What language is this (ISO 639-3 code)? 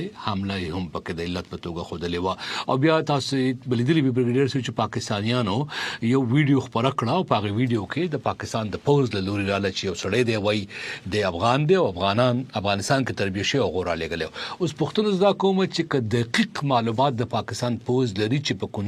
pus